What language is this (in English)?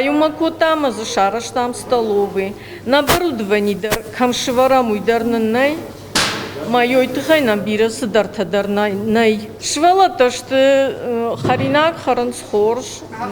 Ossetic